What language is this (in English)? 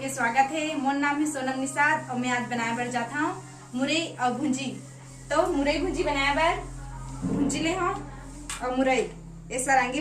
Chhattisgarhi